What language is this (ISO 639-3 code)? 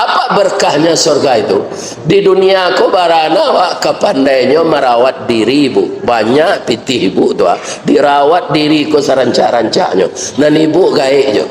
min